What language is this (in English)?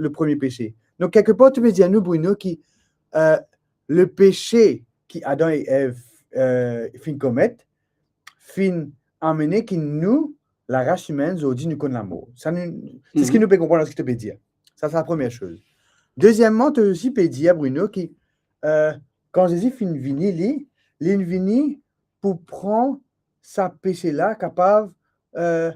Morisyen